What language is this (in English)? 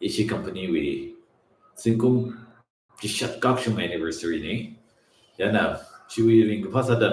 Tangkhul Naga (India)